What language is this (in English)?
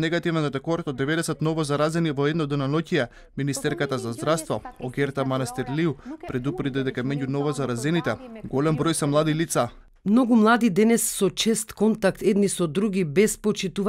Macedonian